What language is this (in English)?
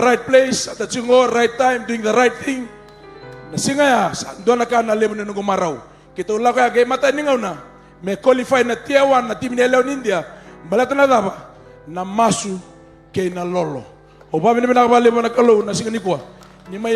Fijian